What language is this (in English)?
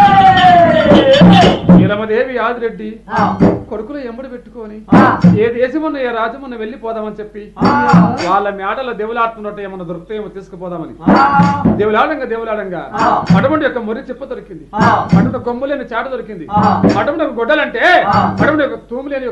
Telugu